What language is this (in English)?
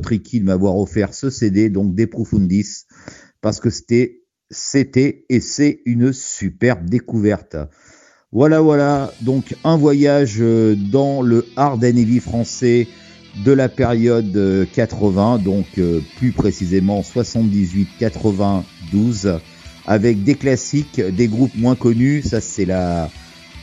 French